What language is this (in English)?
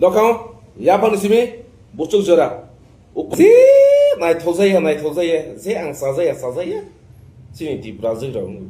Kok Borok